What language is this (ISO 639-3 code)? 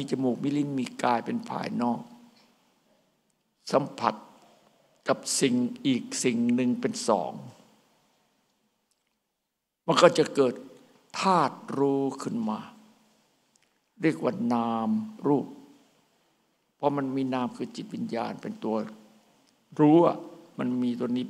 tha